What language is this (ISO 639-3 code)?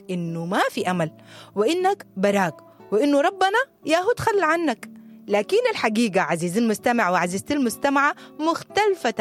apd